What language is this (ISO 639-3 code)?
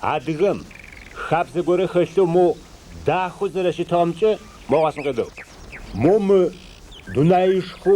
ady